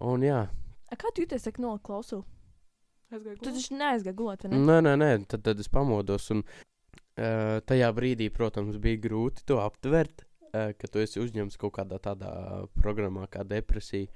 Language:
Latvian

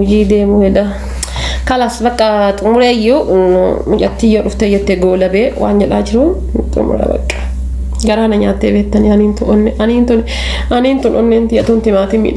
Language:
Oromo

